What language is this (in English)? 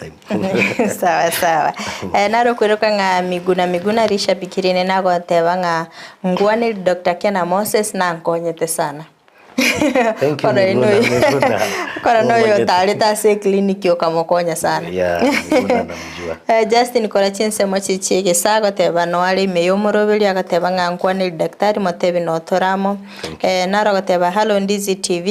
Gusii